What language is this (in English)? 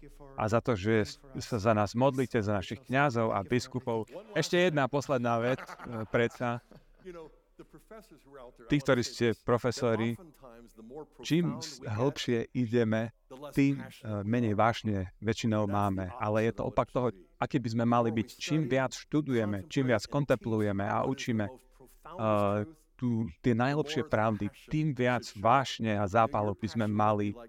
Slovak